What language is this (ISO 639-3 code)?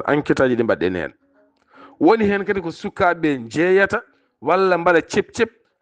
ful